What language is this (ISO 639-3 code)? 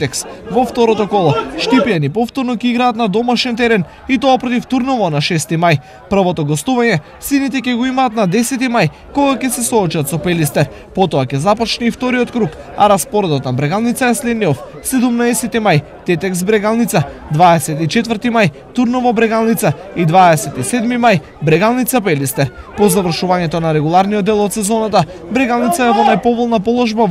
mkd